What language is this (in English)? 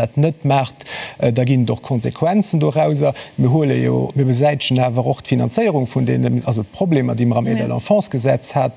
Luxembourgish